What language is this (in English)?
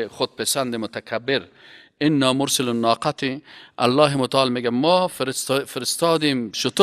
Persian